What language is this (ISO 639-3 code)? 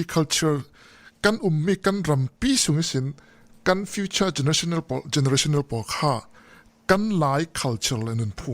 cfm